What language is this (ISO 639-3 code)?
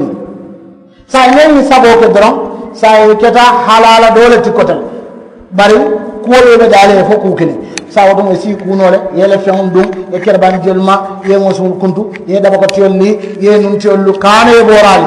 man